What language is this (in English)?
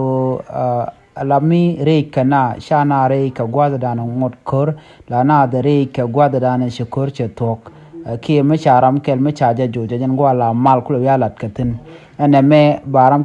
Nuer